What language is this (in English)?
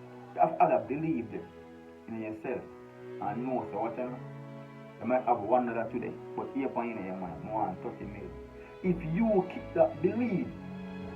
Jamaican Creole English